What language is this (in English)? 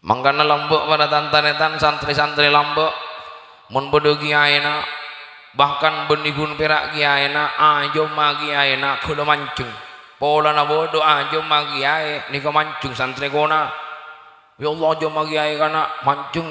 Madurese